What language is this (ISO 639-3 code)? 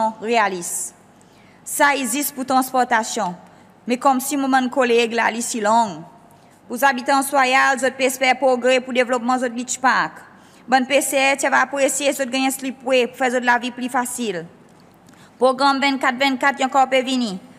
crs